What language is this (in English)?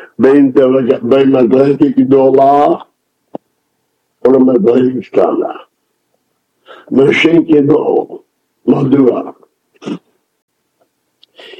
Hebrew